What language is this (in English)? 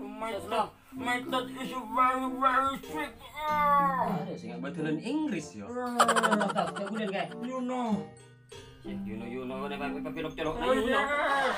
Madurese